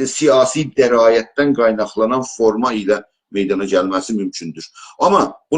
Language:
South Azerbaijani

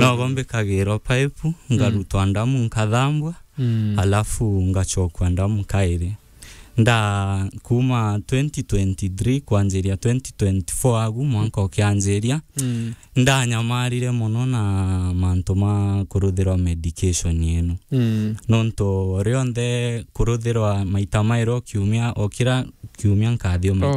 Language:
Meru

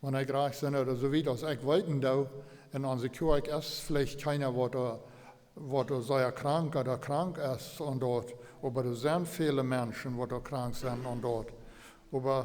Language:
Plautdietsch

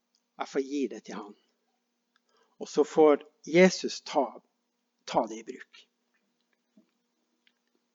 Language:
Norwegian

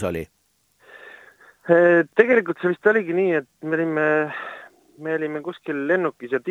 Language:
Estonian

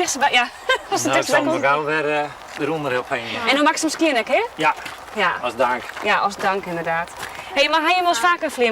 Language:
Western Frisian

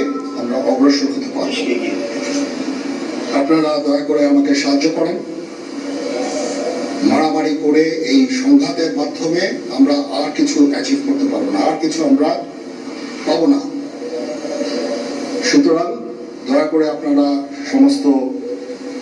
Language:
Bangla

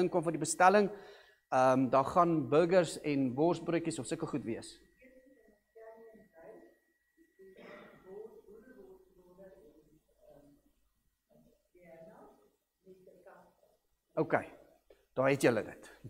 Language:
Afrikaans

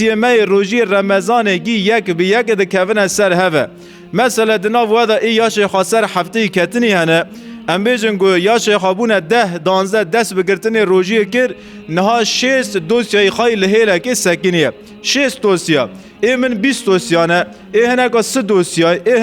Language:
Kurdish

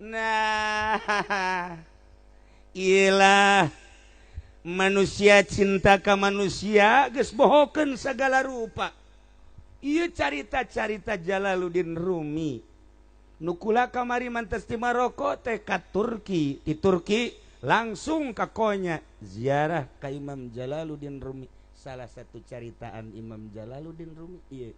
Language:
Sundanese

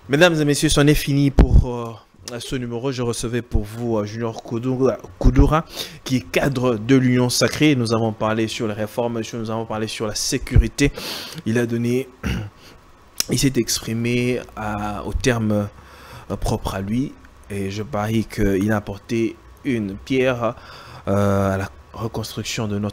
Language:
French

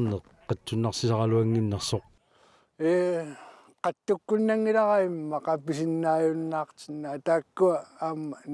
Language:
Kalaallisut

